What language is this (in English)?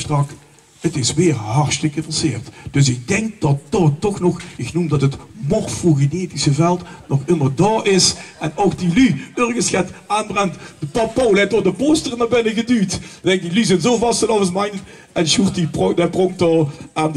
Limburgish